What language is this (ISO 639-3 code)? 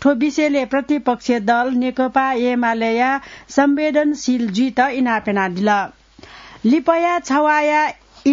new